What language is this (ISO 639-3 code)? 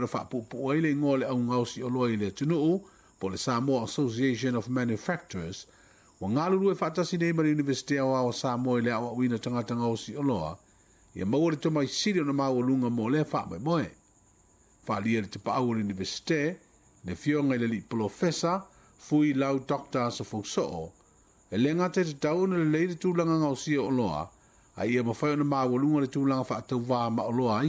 smo